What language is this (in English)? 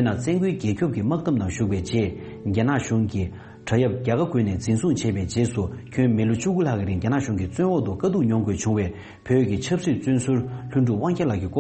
Tibetan